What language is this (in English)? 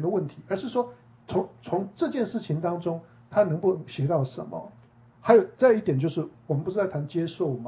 Chinese